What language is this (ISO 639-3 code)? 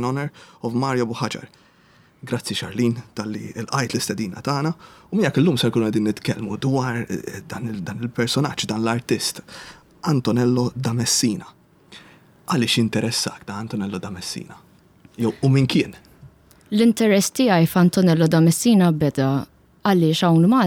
mlt